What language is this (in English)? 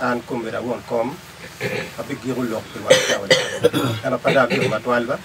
Acoli